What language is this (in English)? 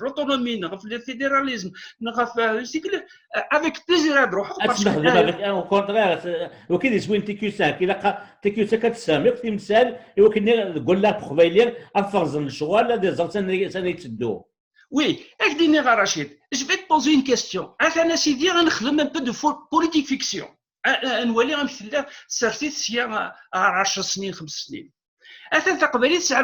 Kabyle